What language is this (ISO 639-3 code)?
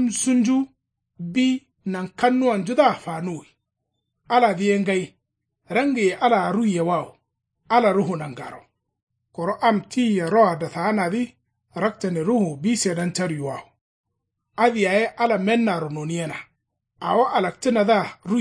kau